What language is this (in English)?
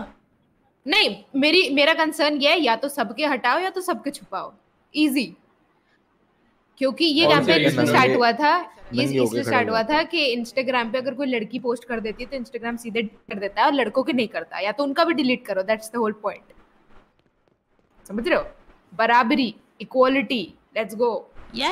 Hindi